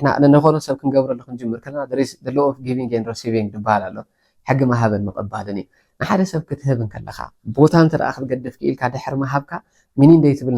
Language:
Tigrinya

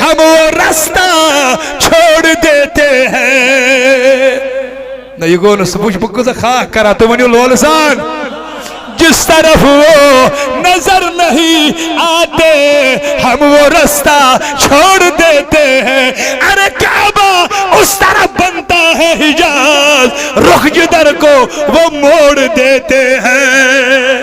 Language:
Kashmiri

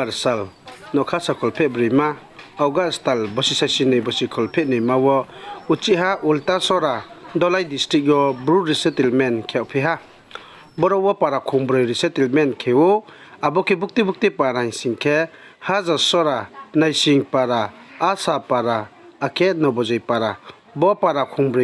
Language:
Riang (India)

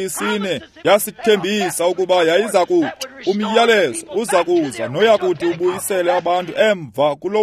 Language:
Xhosa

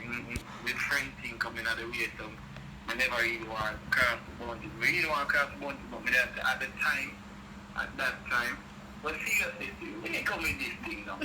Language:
Jamaican Creole English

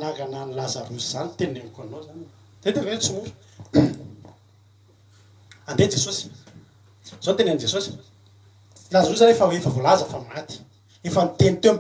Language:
Malagasy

